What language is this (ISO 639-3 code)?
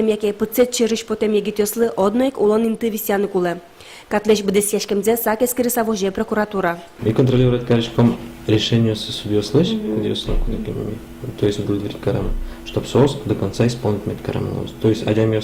udm